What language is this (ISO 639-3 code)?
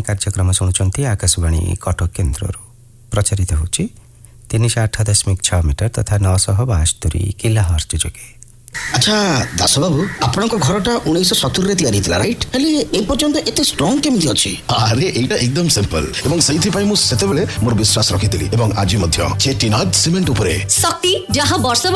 ori